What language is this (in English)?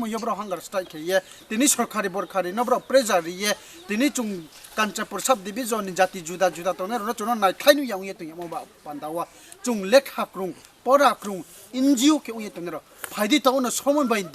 Riang (India)